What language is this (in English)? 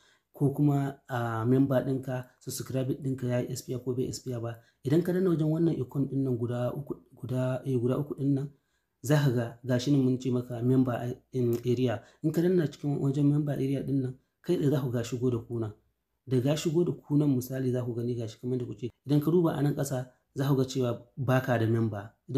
Hausa